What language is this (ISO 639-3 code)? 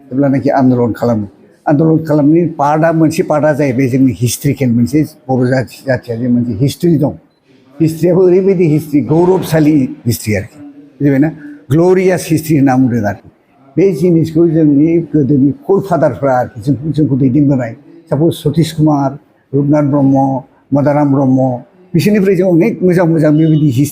brx